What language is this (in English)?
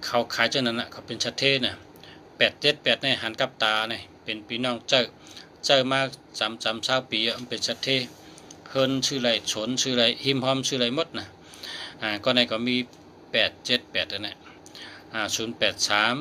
Shan